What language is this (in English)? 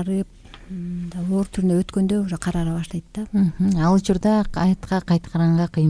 Kyrgyz